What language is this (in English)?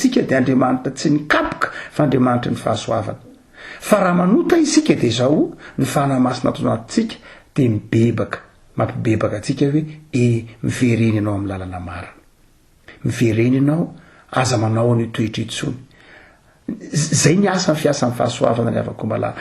Malagasy